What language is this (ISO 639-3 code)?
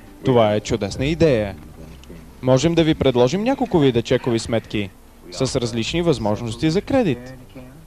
bul